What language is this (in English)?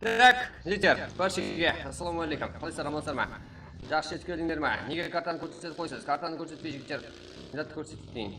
Kara-Kalpak